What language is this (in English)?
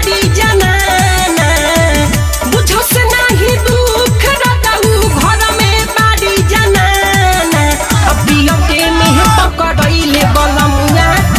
Bhojpuri